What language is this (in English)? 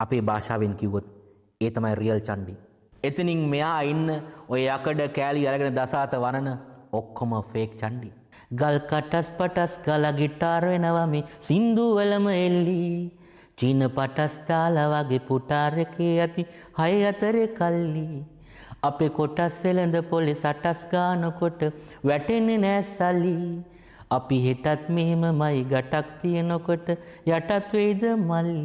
Sinhala